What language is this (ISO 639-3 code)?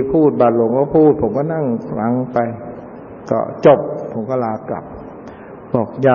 tha